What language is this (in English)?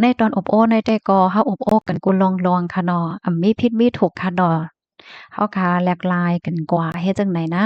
Shan